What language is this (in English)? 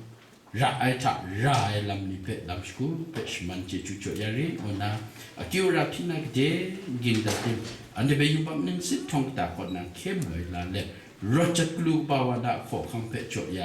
Kachin